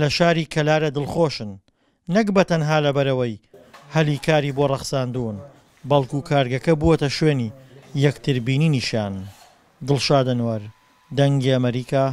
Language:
Central Kurdish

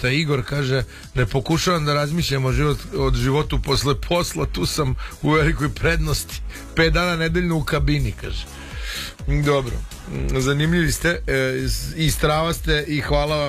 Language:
Serbian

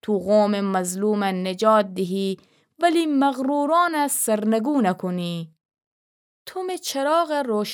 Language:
Gilaki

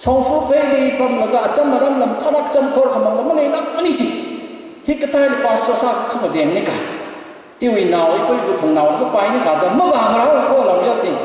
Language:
Tangkhul Naga (India)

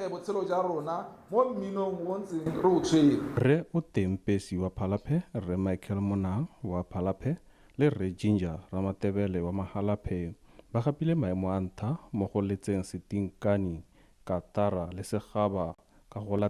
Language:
Tswana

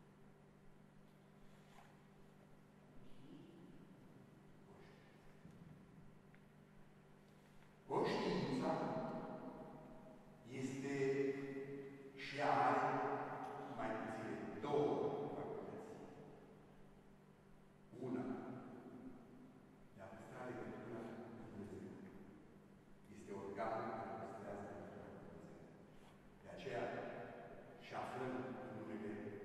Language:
Romanian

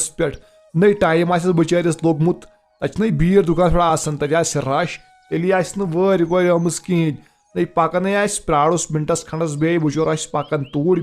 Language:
Kashmiri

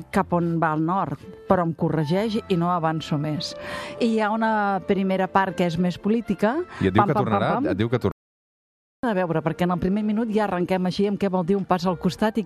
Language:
Catalan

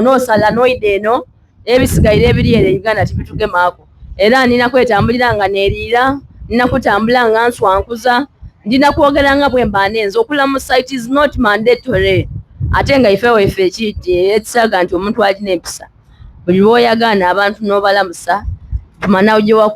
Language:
Soga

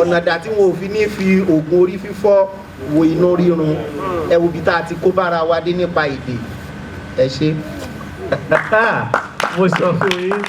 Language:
Yoruba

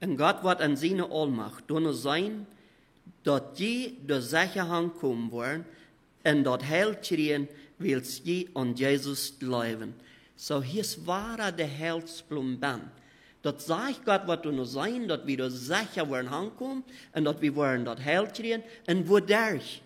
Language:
Plautdietsch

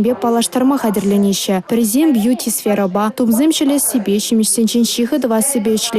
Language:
Chuvash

